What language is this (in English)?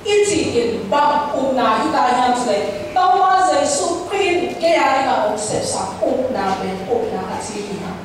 Tedim Chin